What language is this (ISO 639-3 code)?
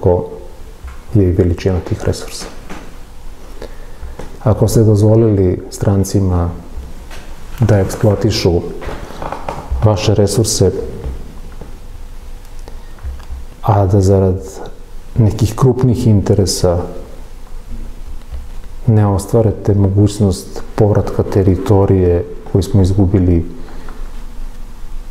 srp